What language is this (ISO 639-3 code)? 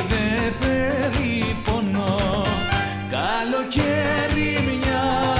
ell